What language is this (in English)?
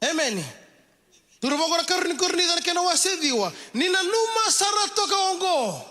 Fijian